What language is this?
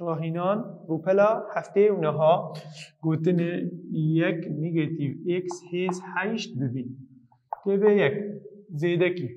Kurdish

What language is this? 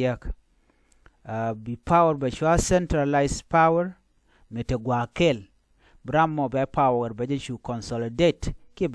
Nuer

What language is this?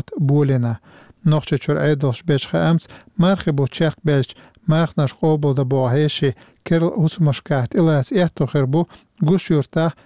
Chechen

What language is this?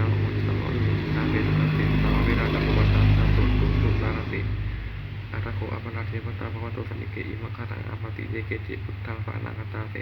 Pali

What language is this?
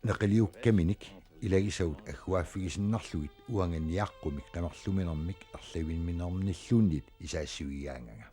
Kalaallisut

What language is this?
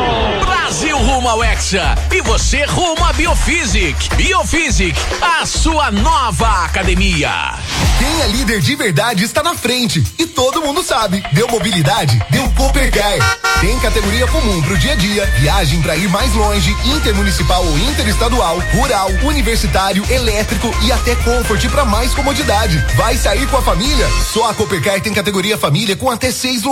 Portuguese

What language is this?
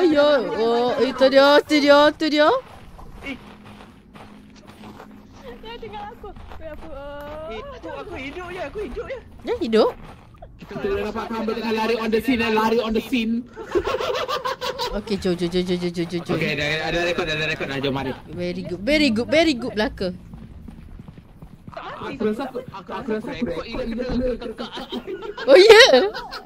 Malay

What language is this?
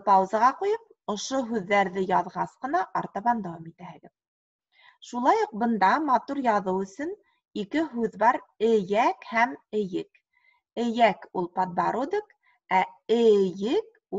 Bashkir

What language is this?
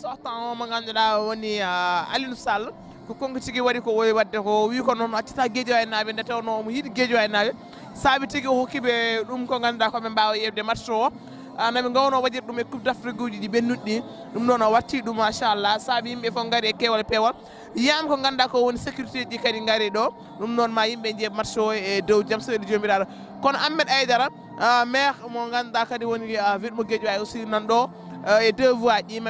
Fula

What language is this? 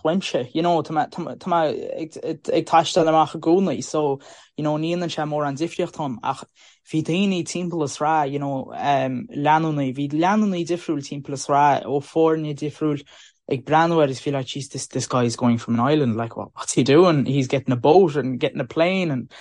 Irish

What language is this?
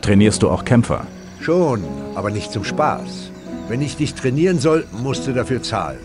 Bavarian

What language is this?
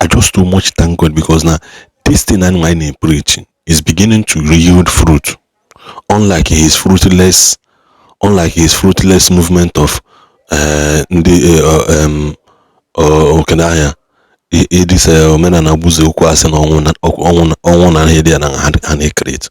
Igbo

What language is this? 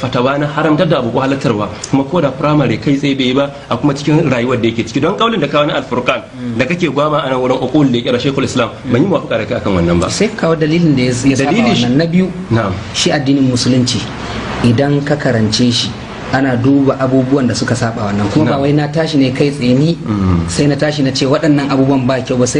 Hausa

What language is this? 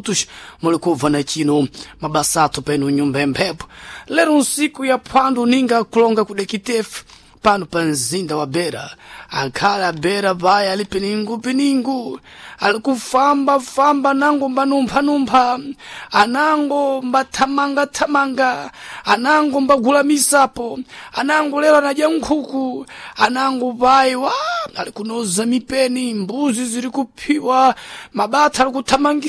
Sena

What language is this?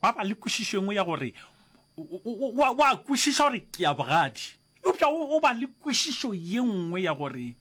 Northern Sotho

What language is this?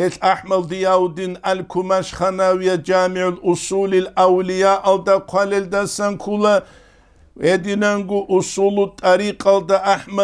Avaric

